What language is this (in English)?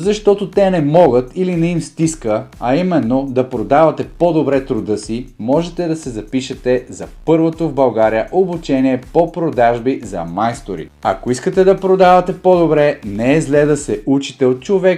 Bulgarian